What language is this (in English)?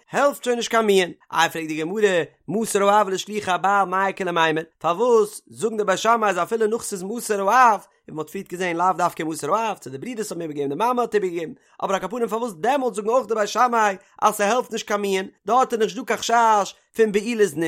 Yiddish